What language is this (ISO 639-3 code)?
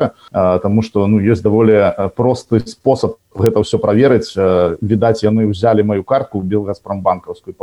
bel